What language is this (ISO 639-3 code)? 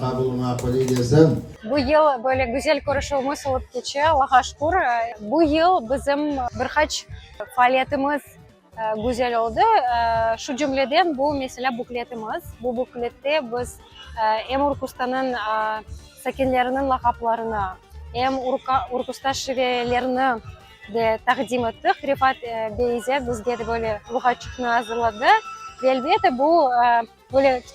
crh